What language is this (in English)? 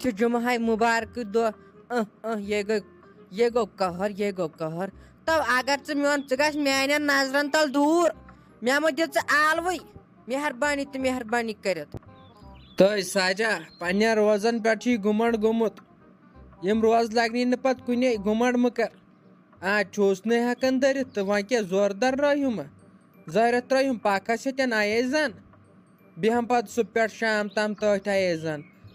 Kashmiri